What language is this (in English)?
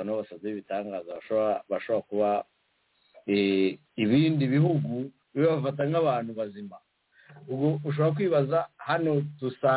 Kinyarwanda